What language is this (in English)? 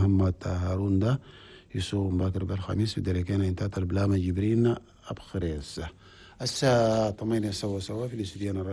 Chadian Arabic